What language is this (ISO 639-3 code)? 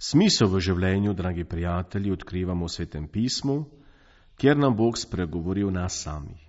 slv